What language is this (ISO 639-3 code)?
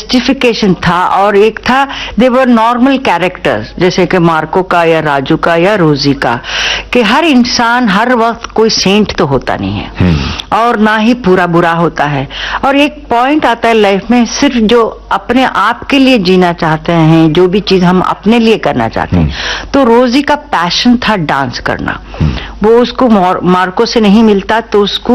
hin